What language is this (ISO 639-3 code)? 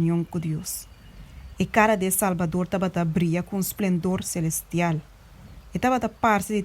pap